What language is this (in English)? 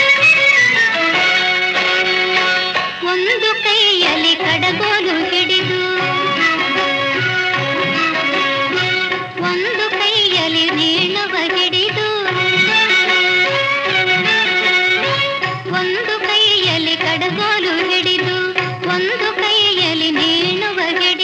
Kannada